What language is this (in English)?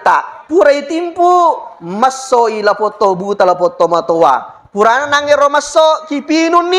Buginese